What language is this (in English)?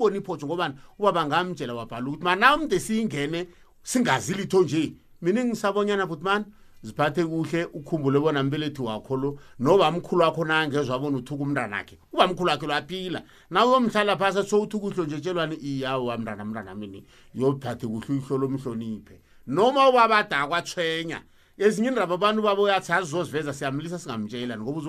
South Ndebele